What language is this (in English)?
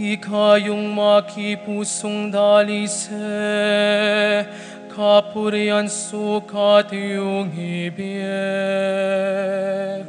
Pampanga